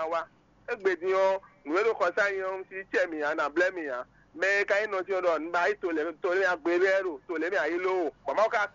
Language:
Fon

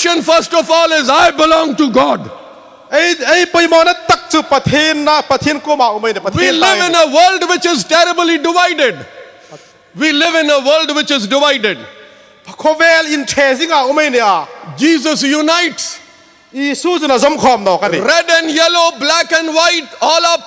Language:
Hmar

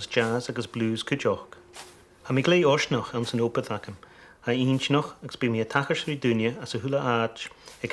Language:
Scottish Gaelic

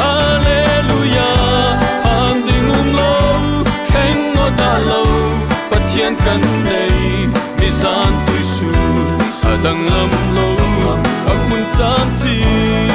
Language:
Falam Chin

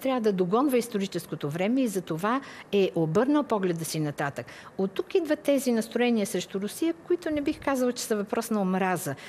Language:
Bulgarian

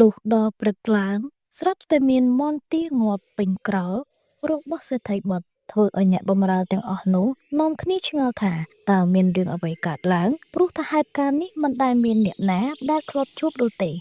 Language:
Khmer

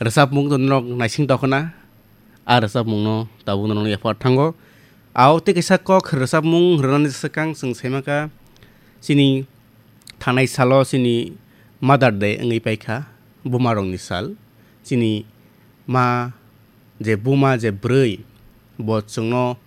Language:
Kok Borok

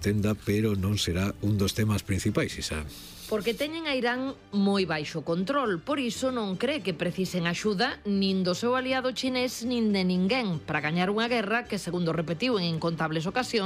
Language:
Galician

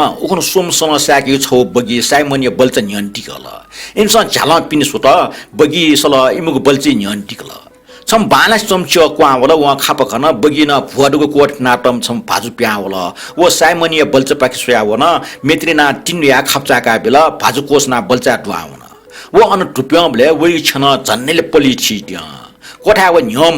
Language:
Newari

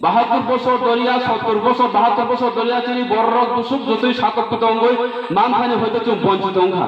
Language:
Kok Borok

